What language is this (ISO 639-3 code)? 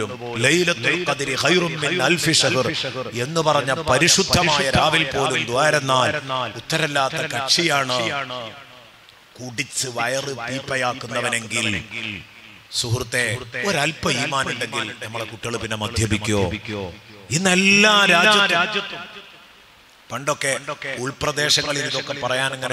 mal